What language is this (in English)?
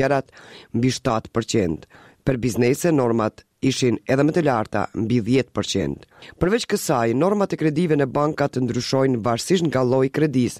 Albanian